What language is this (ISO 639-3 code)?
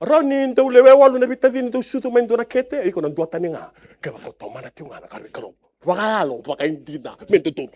fij